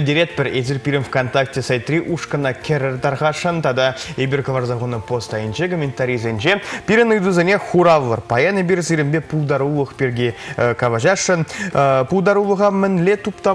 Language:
Chuvash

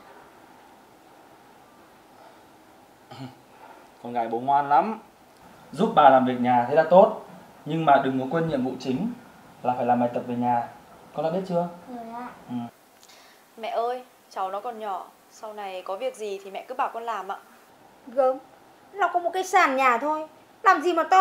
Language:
Vietnamese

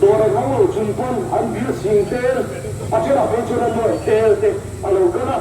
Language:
Mizo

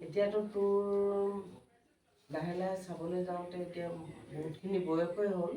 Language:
Assamese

